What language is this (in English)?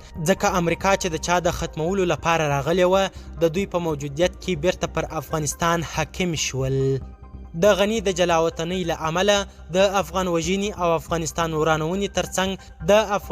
Pashto